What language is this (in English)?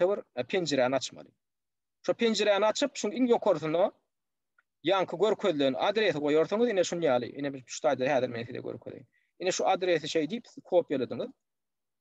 Turkmen